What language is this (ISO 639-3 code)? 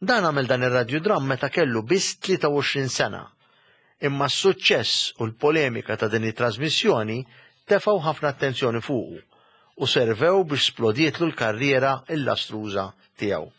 mlt